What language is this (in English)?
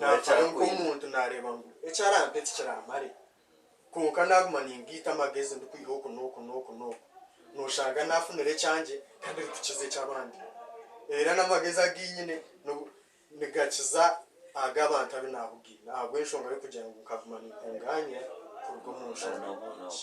Nyankole